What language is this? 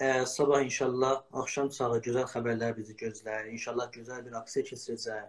South Azerbaijani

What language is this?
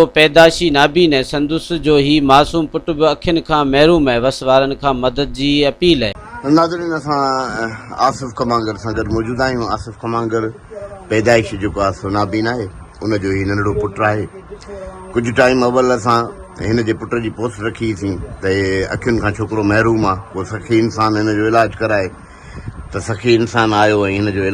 Sindhi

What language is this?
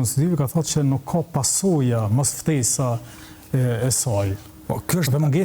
Albanian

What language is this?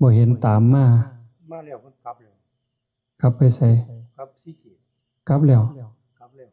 Northeastern Thai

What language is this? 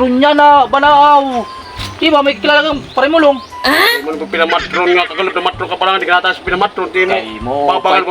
Waray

